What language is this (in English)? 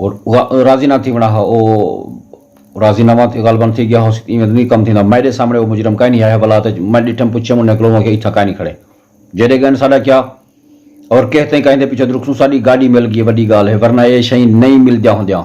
Saraiki